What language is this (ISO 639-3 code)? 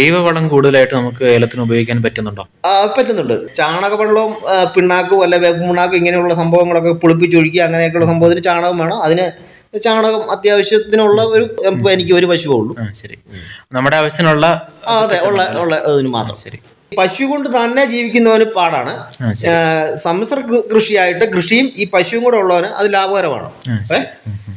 mal